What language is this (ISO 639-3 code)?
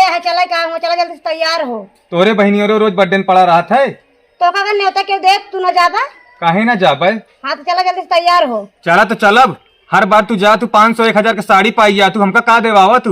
awa